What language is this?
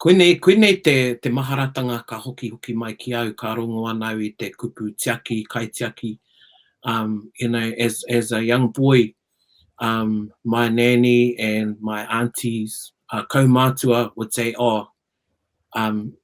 Māori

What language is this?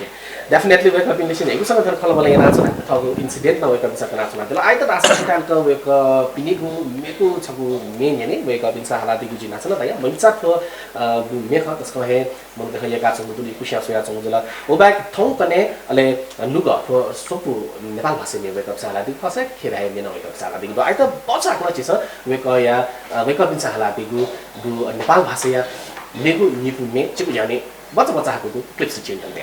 Newari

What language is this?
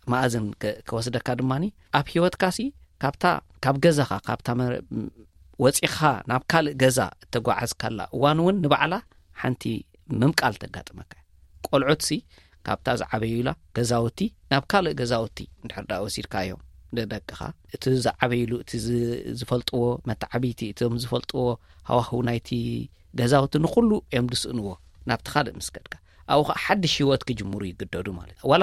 Tigrinya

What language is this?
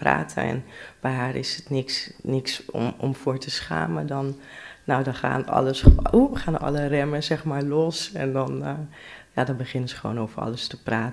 Dutch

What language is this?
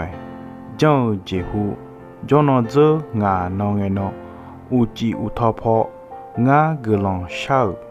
Akha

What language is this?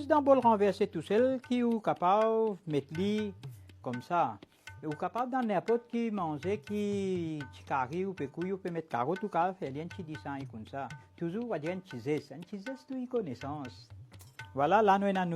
Morisyen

